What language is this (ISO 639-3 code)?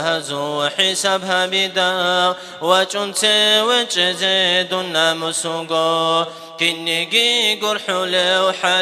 ava